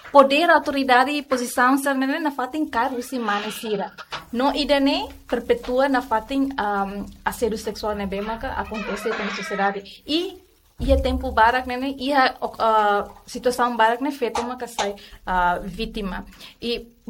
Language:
Tetum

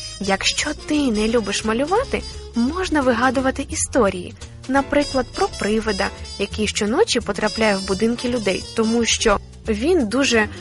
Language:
Ukrainian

